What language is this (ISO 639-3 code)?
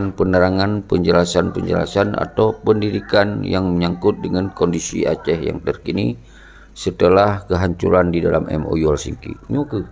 ace